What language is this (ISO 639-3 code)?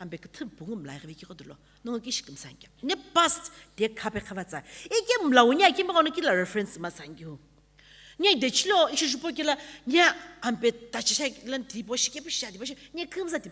nsm